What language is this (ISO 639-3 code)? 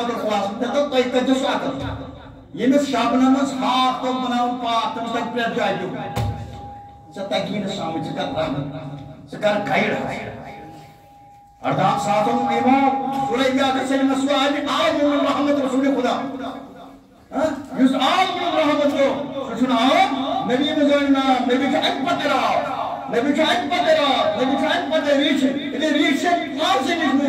kas